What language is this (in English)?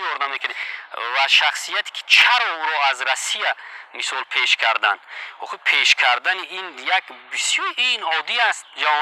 Tajik